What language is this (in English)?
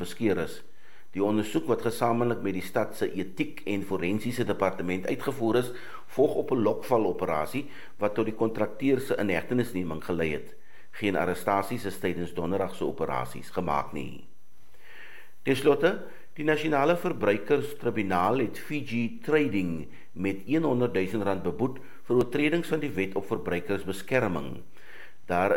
Afrikaans